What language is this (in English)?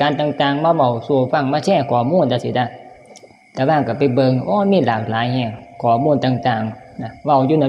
Northeastern Thai